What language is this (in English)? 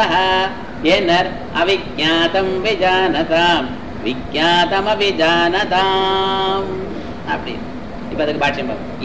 Tamil